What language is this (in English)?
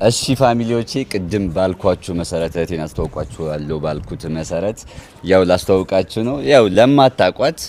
Amharic